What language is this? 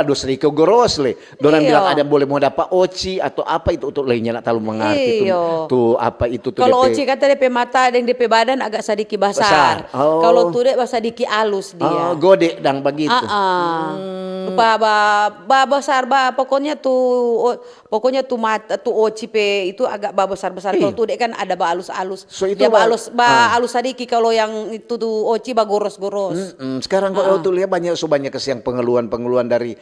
Manado Malay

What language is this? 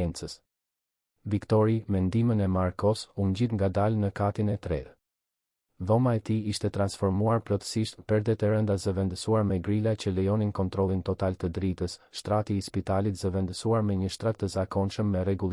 Albanian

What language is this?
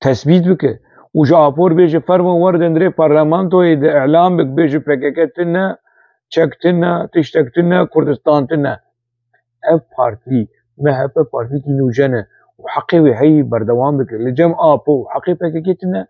Kurdish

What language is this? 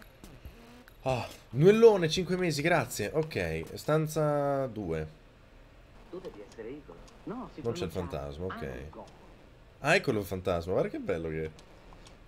Italian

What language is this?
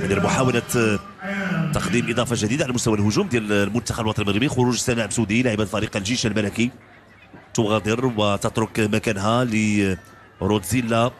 Moroccan Arabic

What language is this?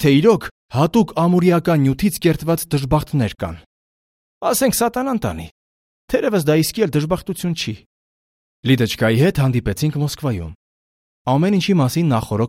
Armenian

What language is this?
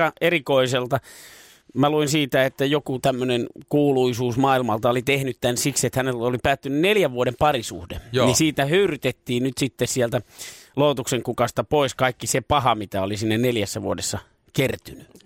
Finnish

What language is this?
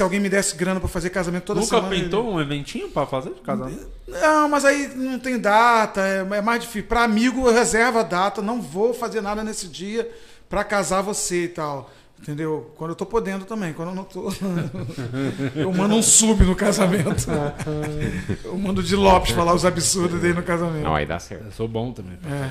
Portuguese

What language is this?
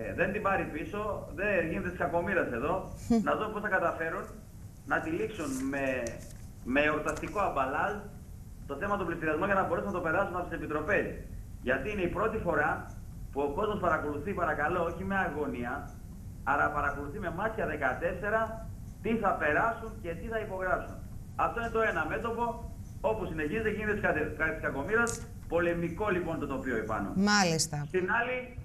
Greek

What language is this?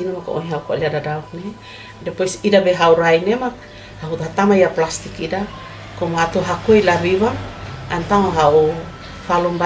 Tetum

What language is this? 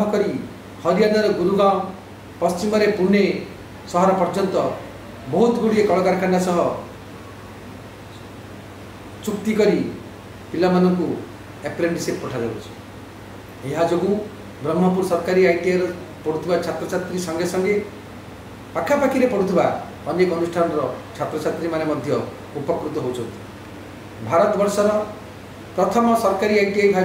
Odia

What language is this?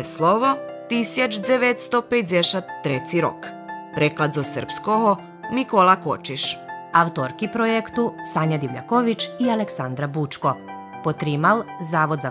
Rusyn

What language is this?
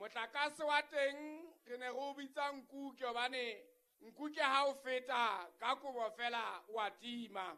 Southern Sotho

